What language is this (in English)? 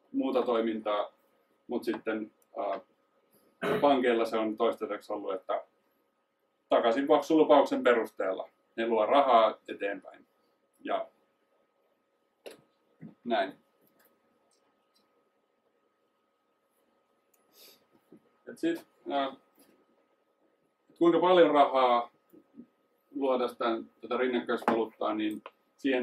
Finnish